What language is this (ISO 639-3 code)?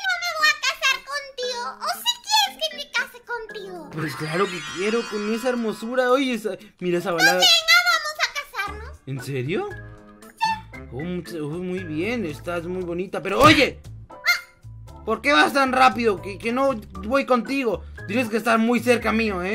spa